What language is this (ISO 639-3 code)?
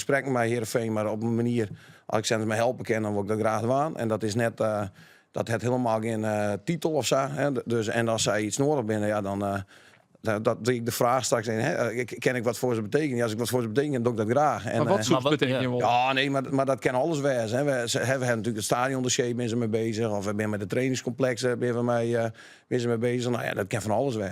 fry